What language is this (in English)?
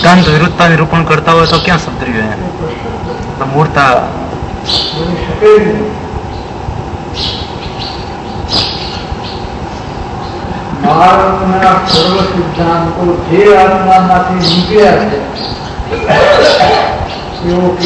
Gujarati